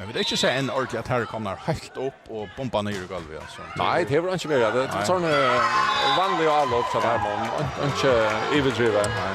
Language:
Faroese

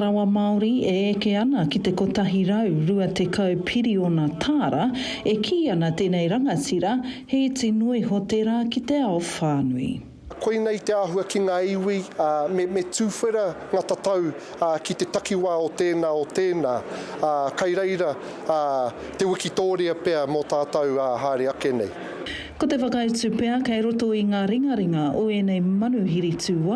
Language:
Māori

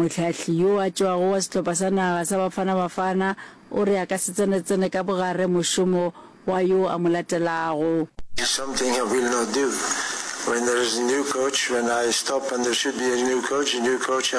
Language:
Northern Sotho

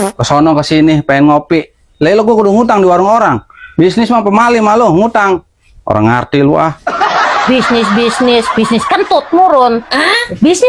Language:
Betawi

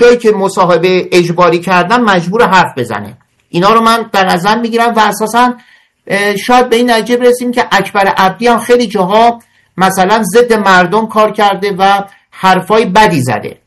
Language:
Persian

